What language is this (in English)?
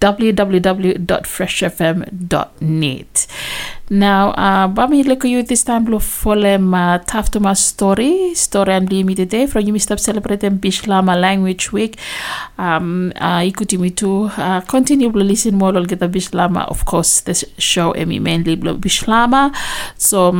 Bislama